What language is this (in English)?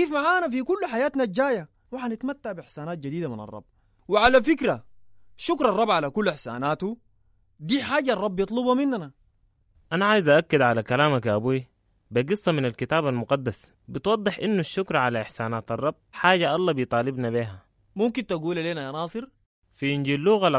Sudanese Arabic